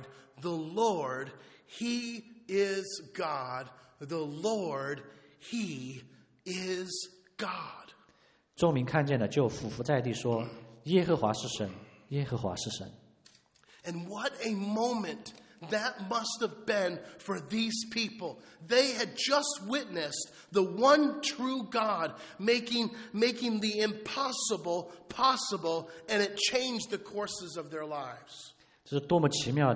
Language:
English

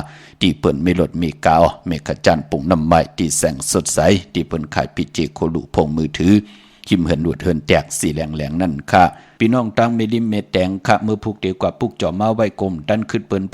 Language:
Shan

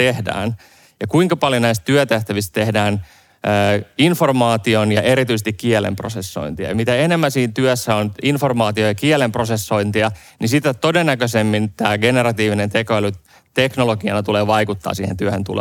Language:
Finnish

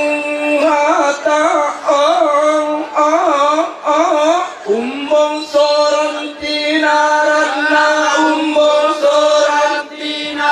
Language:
Toraja-Sa'dan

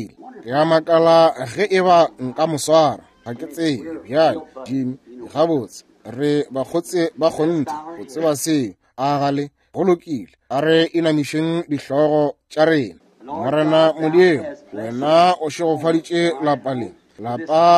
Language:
Northern Sotho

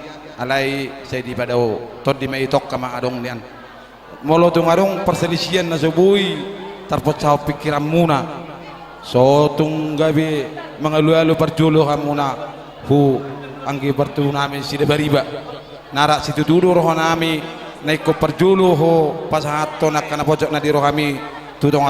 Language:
Batak Toba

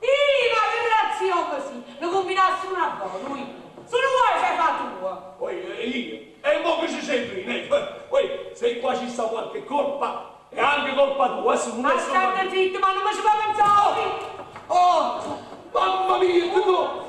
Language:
Neapolitan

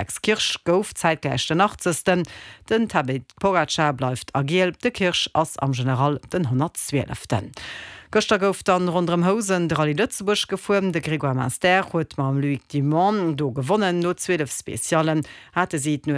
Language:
Luxembourgish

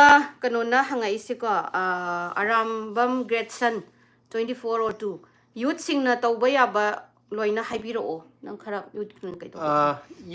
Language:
Manipuri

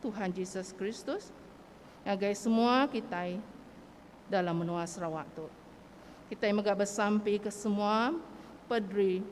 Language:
Iban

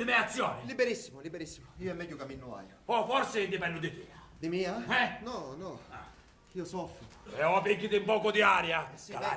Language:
Sicilian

